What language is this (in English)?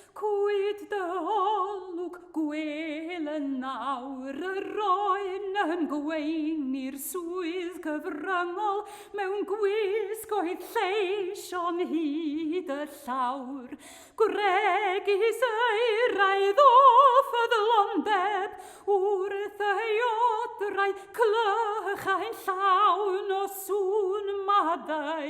Welsh